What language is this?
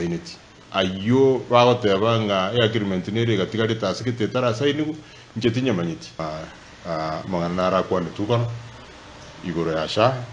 Gusii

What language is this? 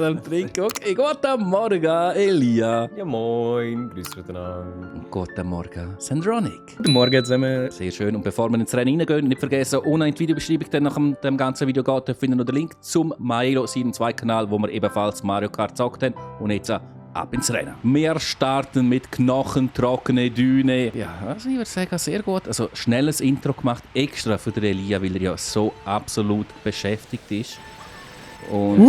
Swiss German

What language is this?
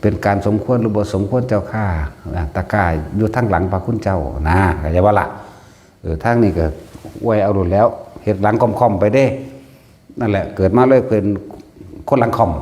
Northeastern Thai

